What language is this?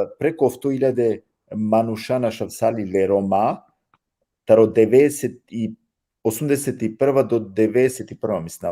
Balkan Romani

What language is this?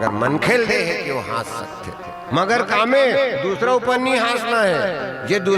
Chhattisgarhi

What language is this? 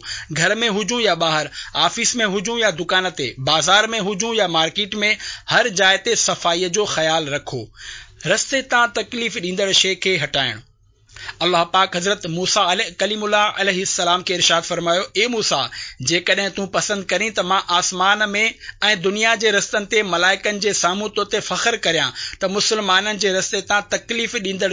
Sindhi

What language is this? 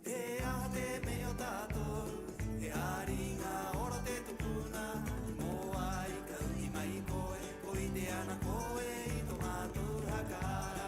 Rapanui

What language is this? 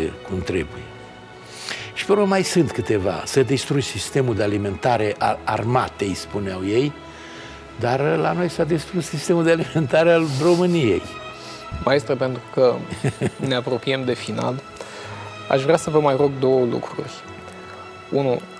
Romanian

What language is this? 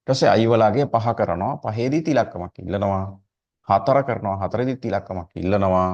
Sinhala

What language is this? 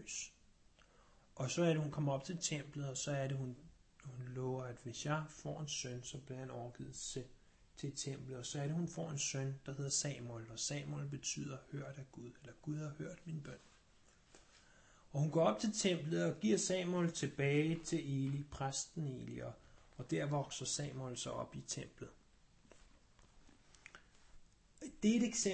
Danish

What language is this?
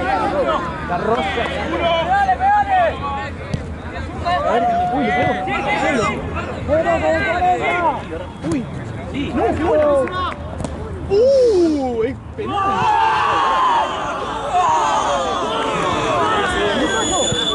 Spanish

